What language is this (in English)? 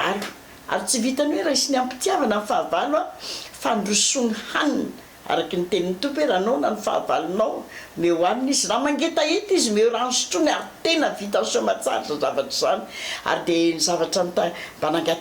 Malagasy